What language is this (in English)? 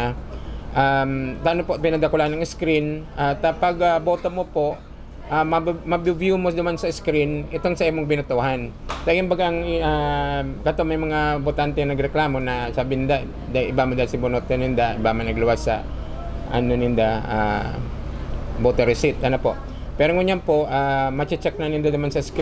Bikol